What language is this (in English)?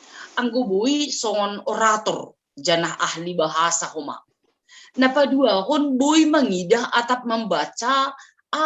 Batak Simalungun